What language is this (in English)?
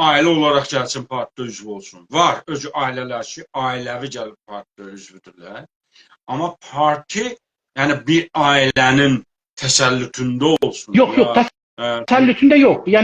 South Azerbaijani